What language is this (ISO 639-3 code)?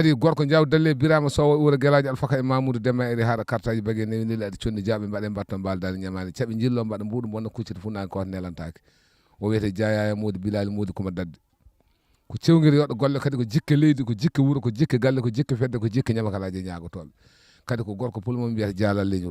ful